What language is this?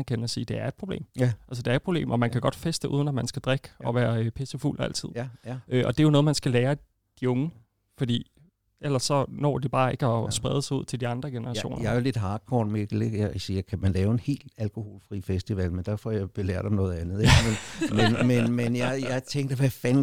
Danish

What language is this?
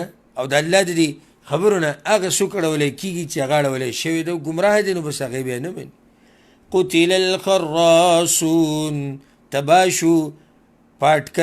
Pashto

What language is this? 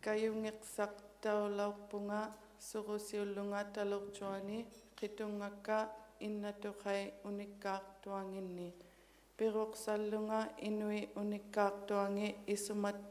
Inuktitut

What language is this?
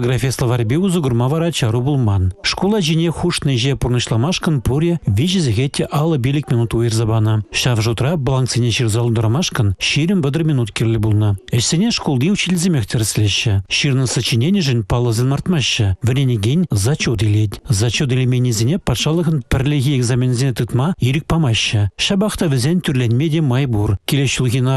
Chuvash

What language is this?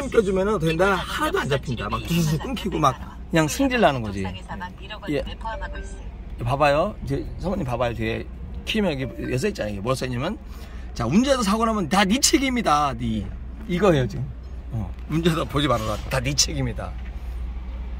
Korean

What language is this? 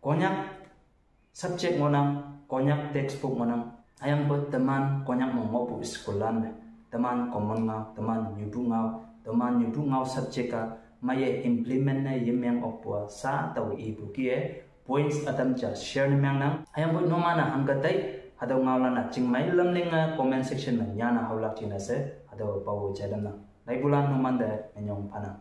Konyak Naga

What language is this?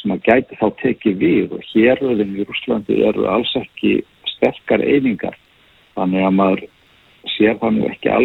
Icelandic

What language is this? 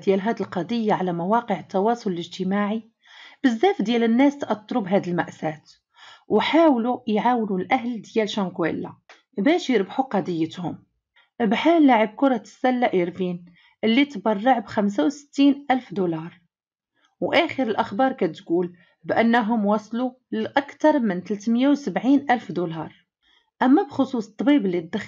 Moroccan Arabic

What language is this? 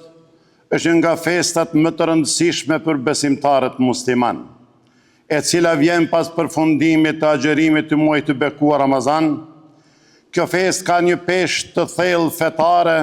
Albanian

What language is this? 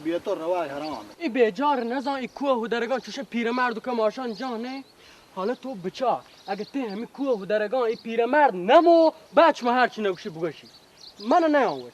Baluchi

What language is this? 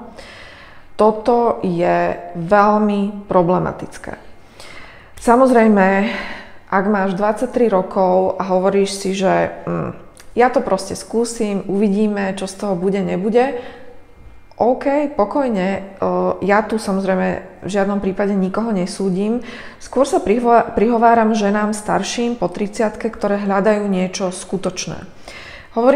Slovak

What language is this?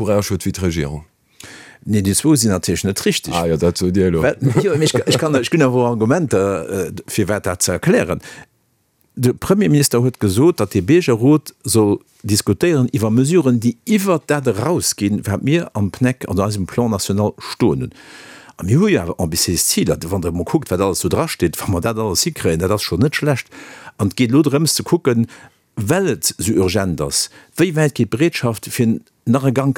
Luxembourgish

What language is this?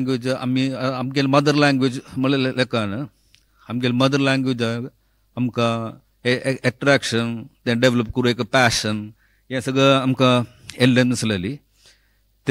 Konkani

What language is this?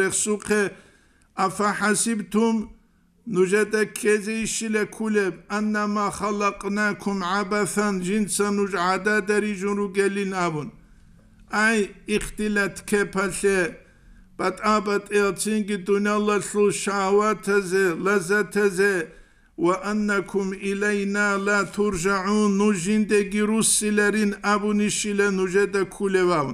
Avaric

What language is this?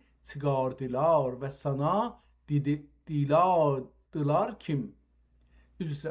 South Azerbaijani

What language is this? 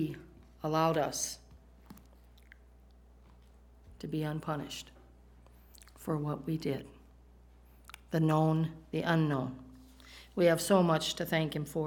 English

